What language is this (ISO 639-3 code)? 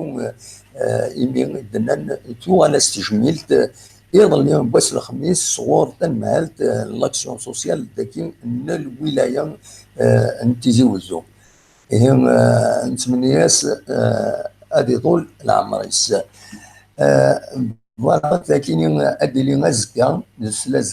kab